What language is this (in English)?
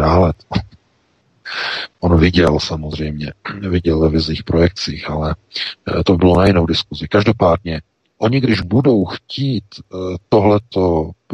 Czech